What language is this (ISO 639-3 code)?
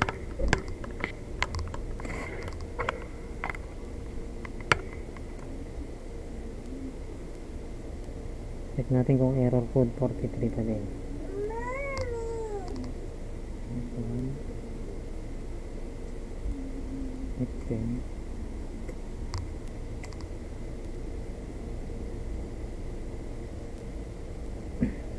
fil